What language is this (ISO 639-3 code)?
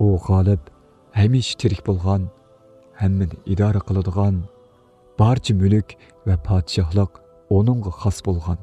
uig